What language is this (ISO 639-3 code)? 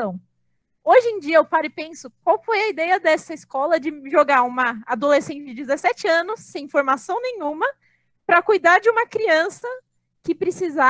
por